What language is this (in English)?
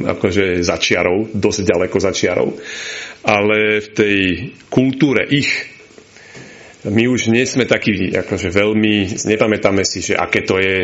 Slovak